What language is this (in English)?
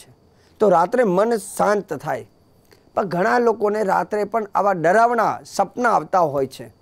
Gujarati